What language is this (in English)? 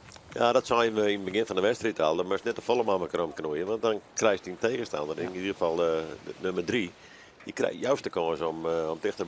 Western Frisian